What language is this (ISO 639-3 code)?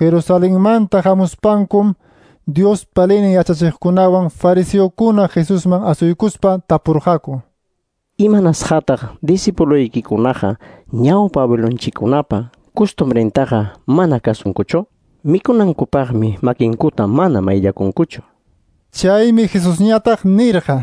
quy